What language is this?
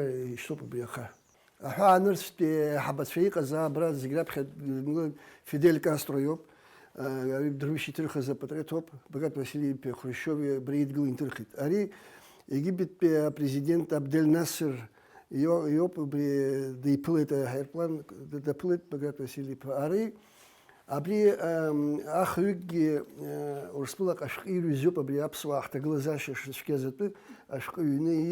Abkhazian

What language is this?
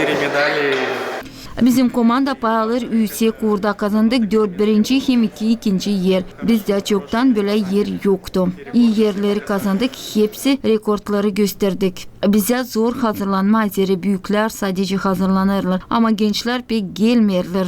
Gagauz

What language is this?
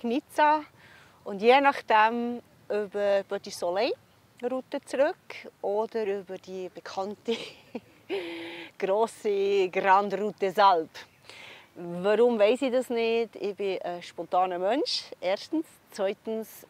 Swiss German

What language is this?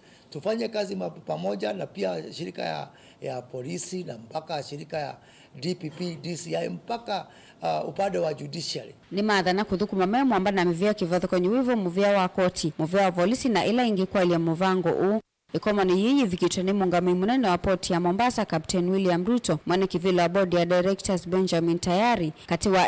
Kamba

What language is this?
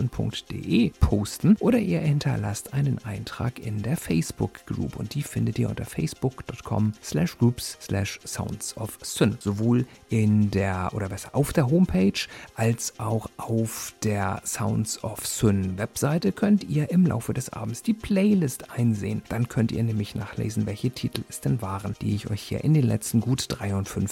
German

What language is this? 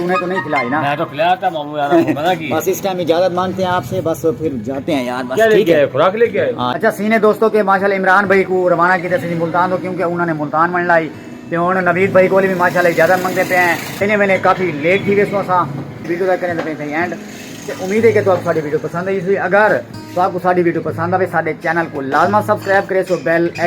Saraiki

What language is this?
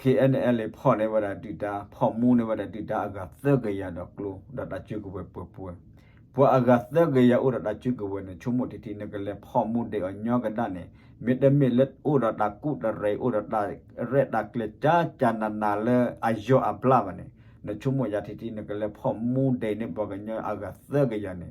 S'gaw Karen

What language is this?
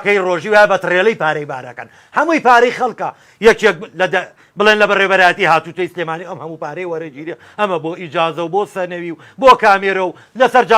Central Kurdish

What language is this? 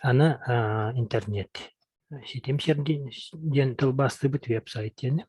Yakut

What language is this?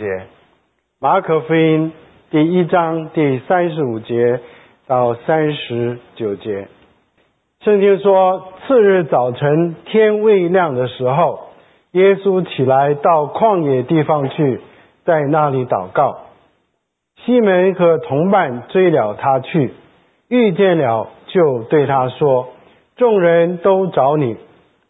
Chinese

